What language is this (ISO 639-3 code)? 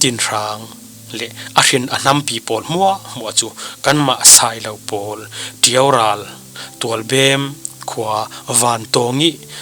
cfm